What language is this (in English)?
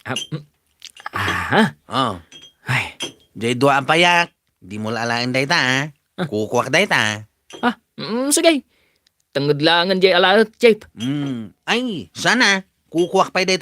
Iloko